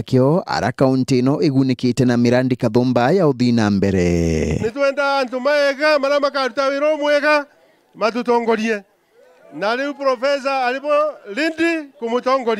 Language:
Meru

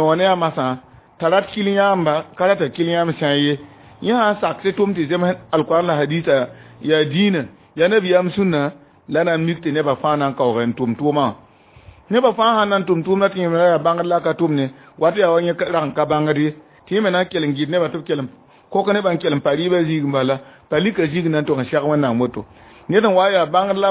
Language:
Mossi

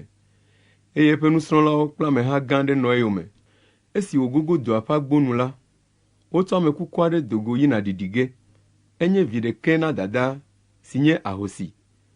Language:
Ewe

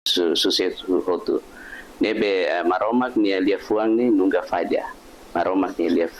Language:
Tetum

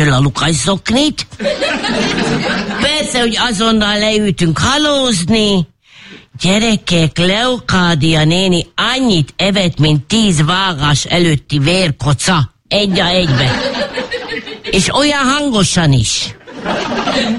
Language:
Hungarian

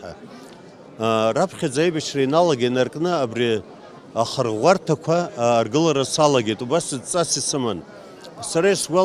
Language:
Abkhazian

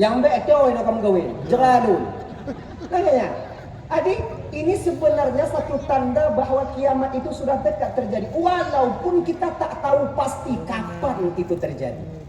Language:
Achinese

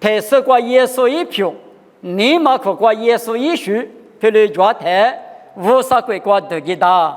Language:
Lisu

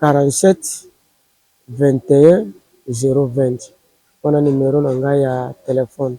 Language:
Lingala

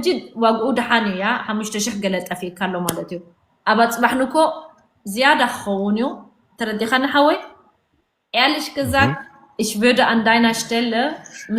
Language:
Tigrinya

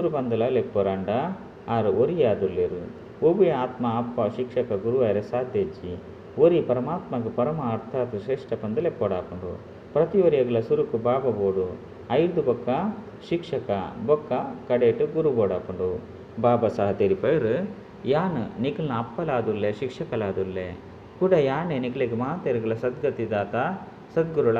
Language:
Tulu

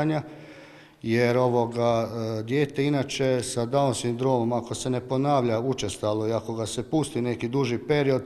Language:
Croatian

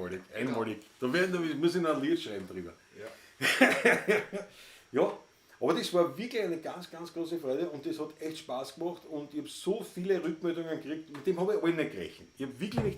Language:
Bavarian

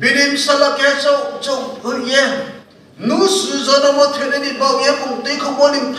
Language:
Riang (India)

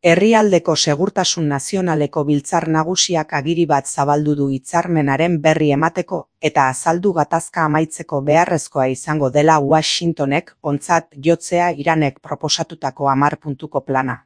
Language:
Basque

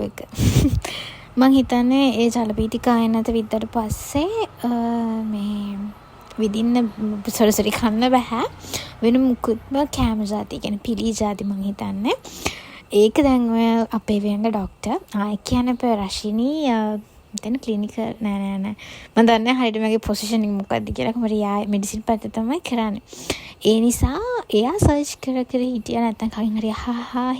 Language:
Sinhala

